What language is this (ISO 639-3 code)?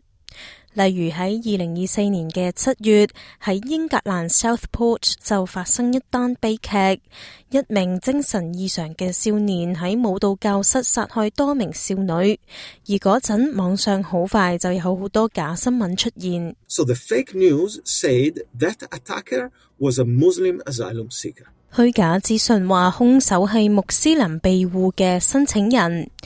yue